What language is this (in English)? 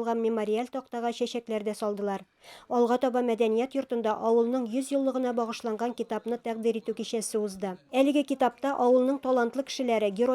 Tatar